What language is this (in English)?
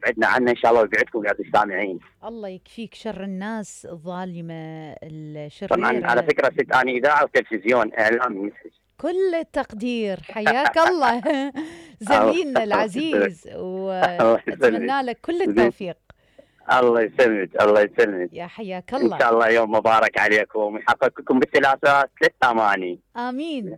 Mesopotamian Arabic